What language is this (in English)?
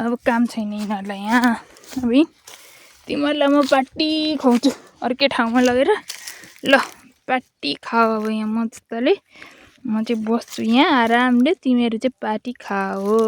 Nepali